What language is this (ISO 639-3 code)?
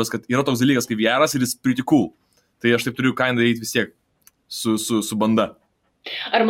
lit